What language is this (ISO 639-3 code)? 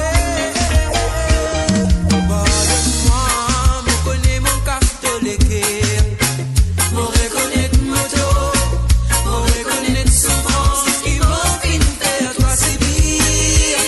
mfe